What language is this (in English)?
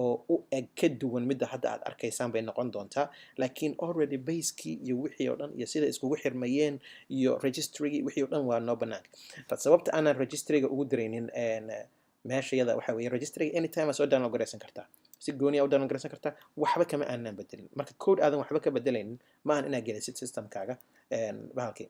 Somali